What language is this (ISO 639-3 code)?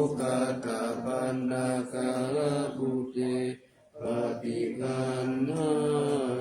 pli